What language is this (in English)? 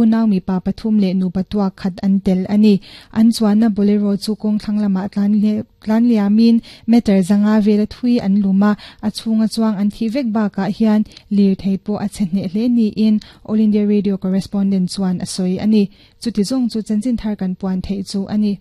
Mizo